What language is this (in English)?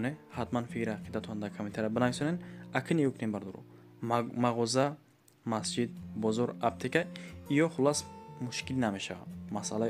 Tajik